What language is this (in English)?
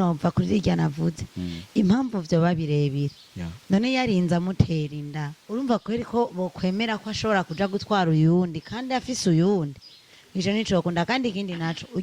Rundi